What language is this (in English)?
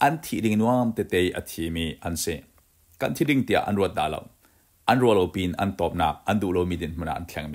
Falam Chin